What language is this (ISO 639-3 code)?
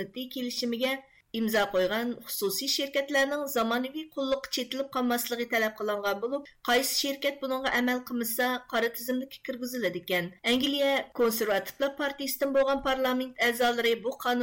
uig